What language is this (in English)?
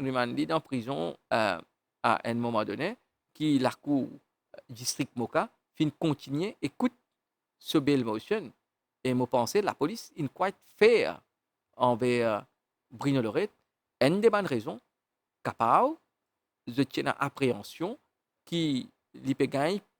Morisyen